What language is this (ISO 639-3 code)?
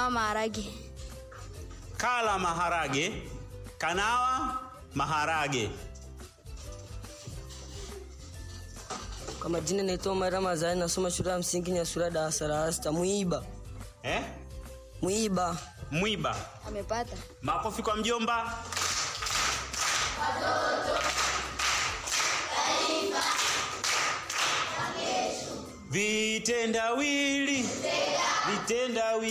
swa